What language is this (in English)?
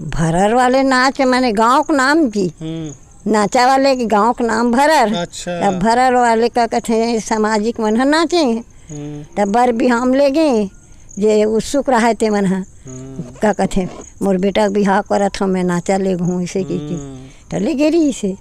Chhattisgarhi